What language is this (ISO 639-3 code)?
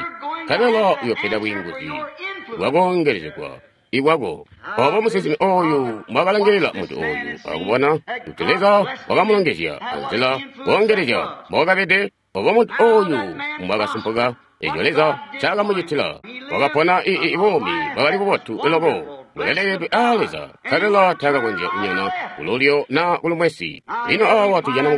toi